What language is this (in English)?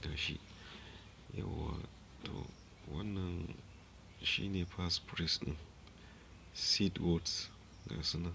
Hausa